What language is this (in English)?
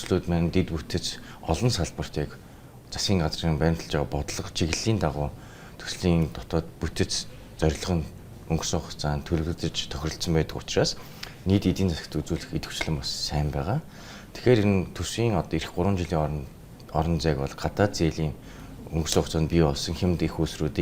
Mongolian